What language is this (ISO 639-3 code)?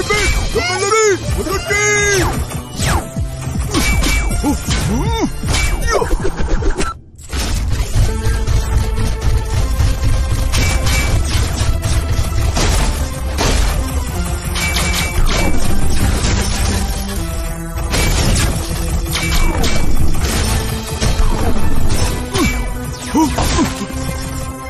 msa